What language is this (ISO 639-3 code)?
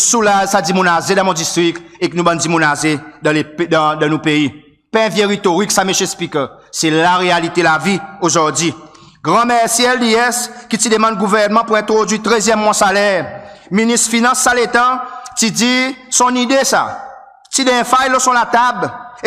crs